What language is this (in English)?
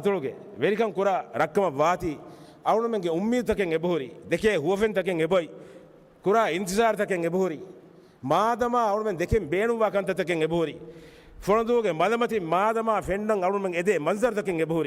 Divehi